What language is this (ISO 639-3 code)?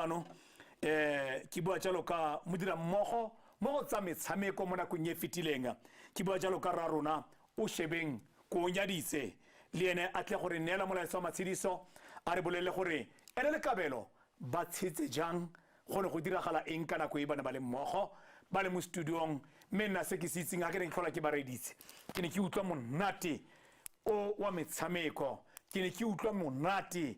tsn